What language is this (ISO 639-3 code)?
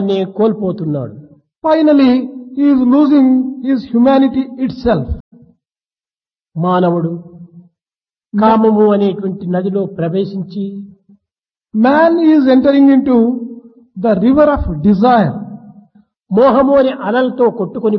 tel